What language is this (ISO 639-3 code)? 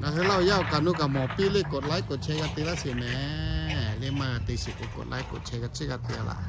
lhu